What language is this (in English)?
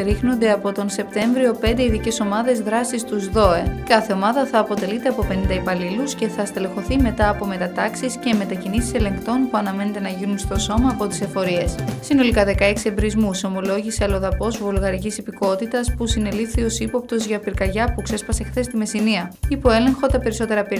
Greek